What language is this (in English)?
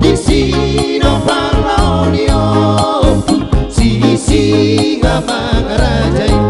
Batak Toba